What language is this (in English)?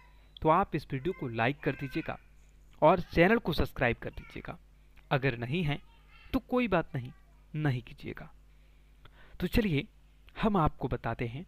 Hindi